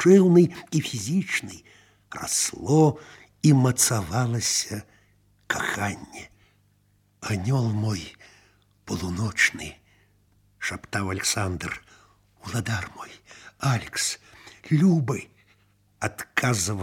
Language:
Belarusian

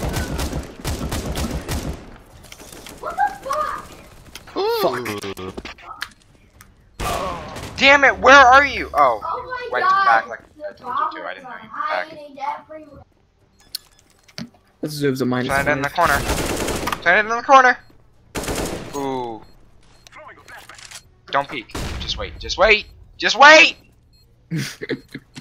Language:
English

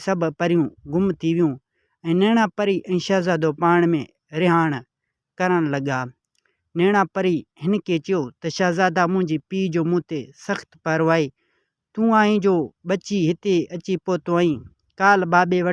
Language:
Sindhi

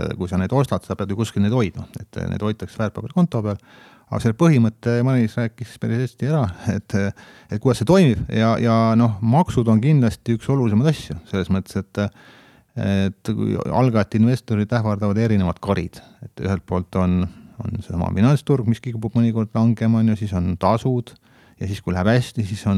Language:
Estonian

